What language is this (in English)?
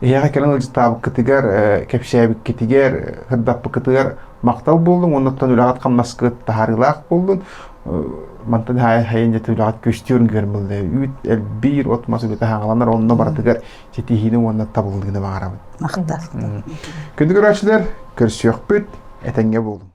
Yakut